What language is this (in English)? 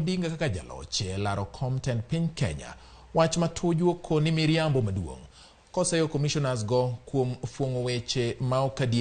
Luo (Kenya and Tanzania)